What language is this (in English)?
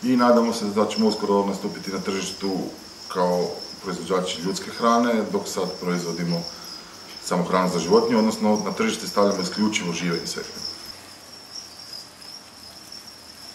Croatian